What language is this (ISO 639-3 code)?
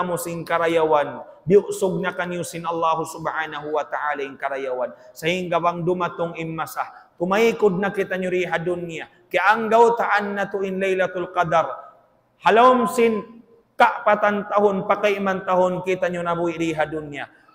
tsg